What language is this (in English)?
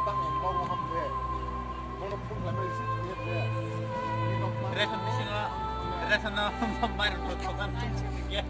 Kok Borok